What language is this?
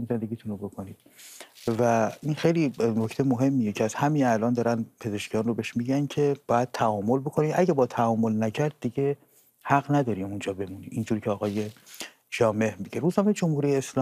Persian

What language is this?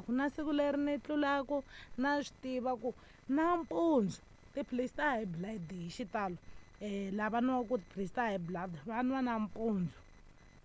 Tsonga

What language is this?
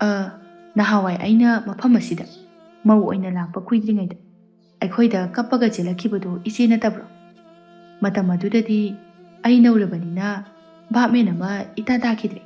Manipuri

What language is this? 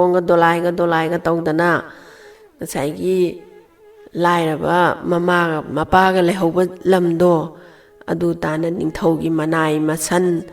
Manipuri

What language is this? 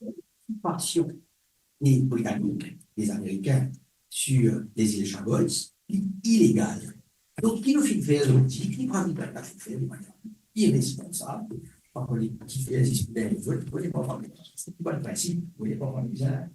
Morisyen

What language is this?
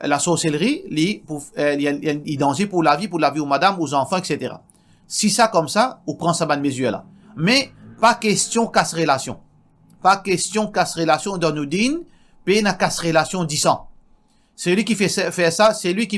Morisyen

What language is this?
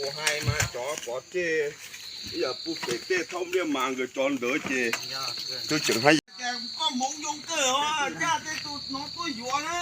Hmong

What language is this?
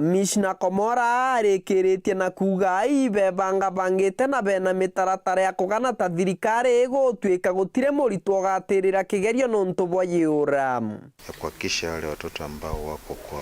Meru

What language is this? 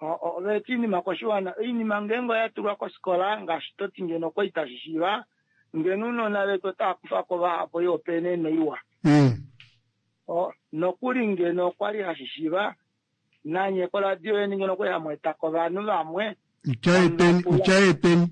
Kuanyama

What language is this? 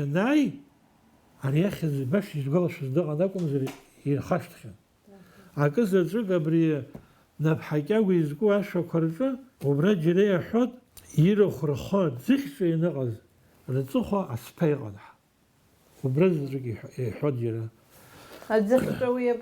Abkhazian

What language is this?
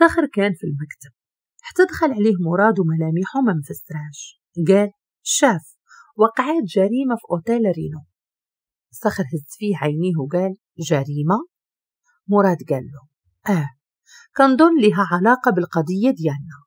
Moroccan Arabic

